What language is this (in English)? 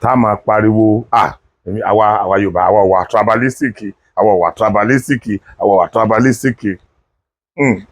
Yoruba